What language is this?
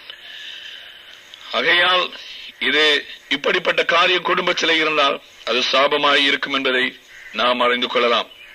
Tamil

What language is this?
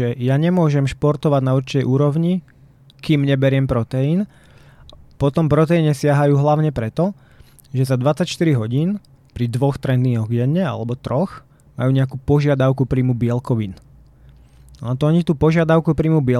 Slovak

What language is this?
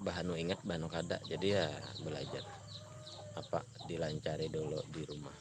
Banjar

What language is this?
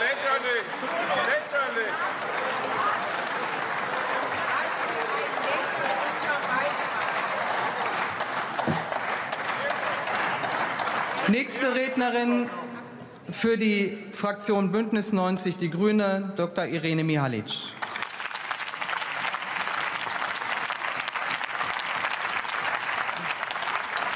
German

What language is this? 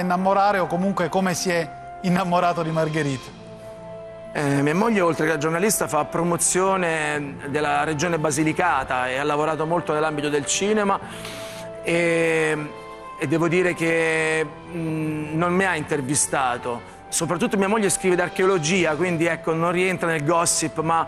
Italian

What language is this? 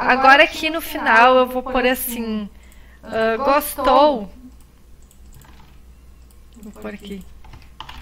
Portuguese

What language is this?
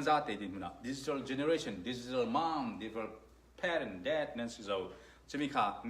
Falam Chin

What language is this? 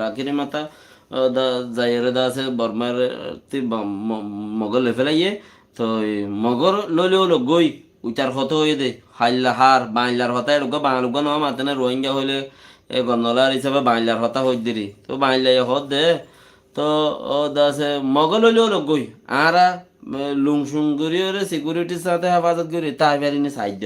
Rohingya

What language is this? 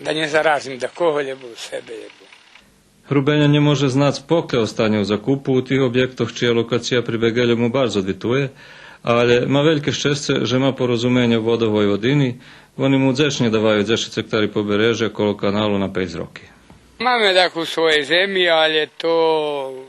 Rusyn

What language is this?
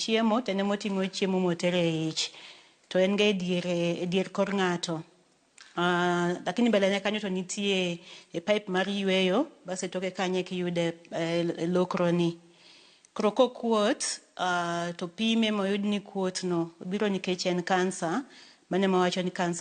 Luo (Kenya and Tanzania)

